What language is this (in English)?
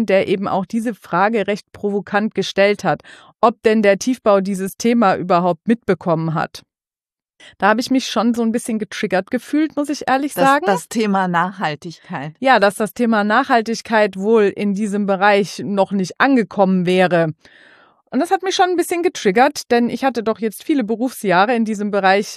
German